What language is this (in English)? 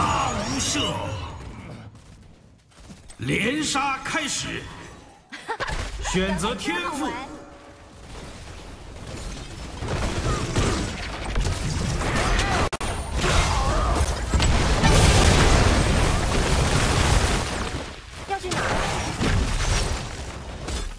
Chinese